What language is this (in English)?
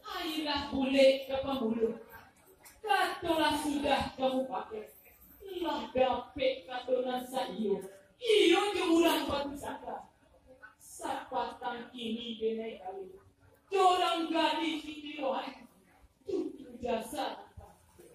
Minangkabau